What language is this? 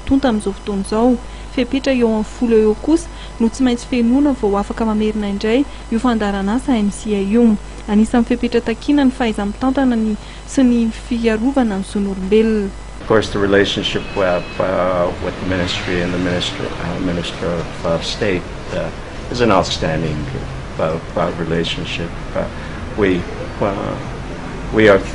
Malagasy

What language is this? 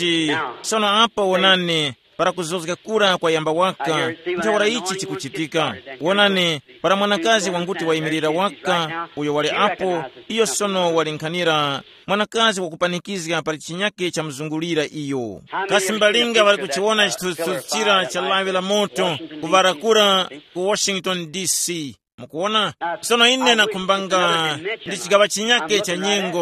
Tumbuka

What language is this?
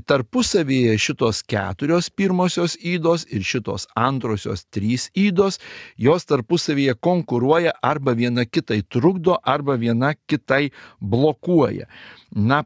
Lithuanian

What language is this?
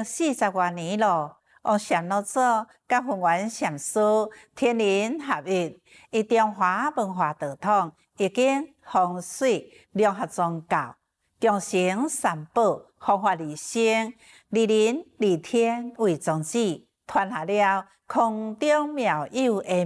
Chinese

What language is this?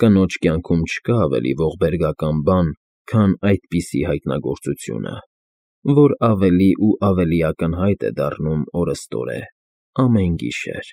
Armenian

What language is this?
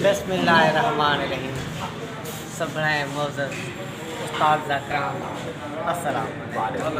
Saraiki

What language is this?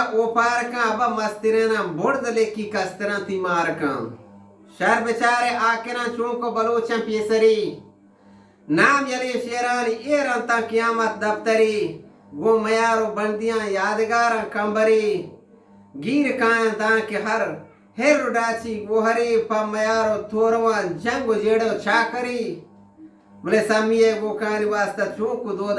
Eastern Balochi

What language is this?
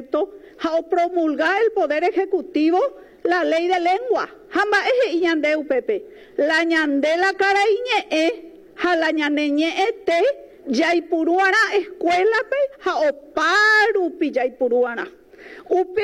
Guarani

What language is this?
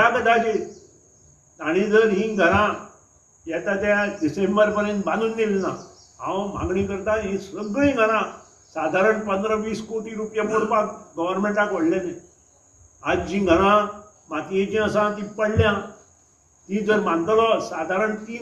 Konkani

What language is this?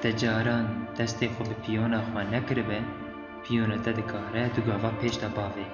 Kurdish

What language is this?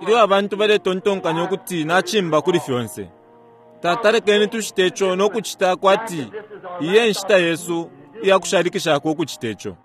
Bemba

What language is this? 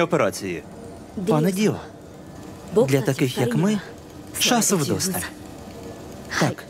Ukrainian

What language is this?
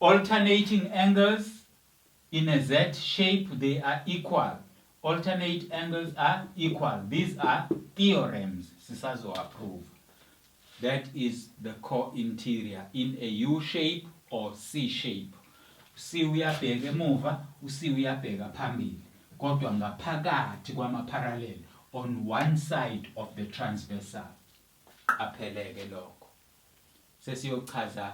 Zulu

